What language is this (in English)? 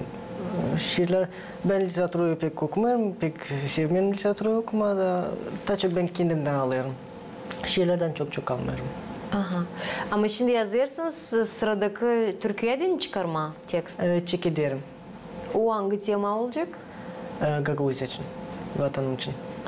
Gagauz